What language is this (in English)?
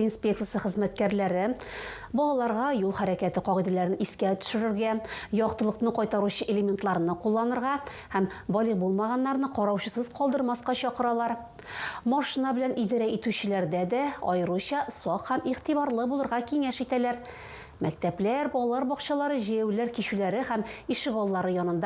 Tatar